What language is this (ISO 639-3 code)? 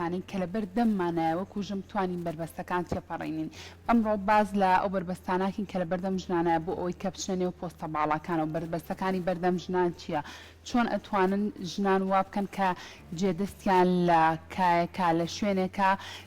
ckb